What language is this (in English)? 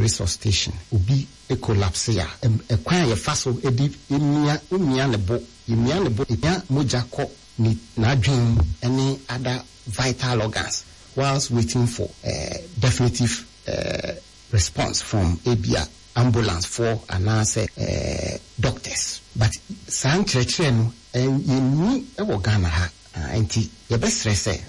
Akan